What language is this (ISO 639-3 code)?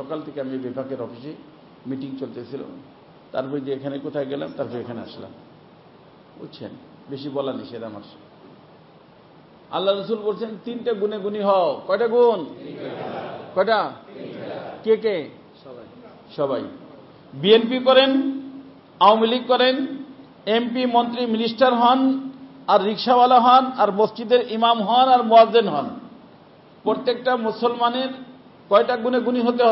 ben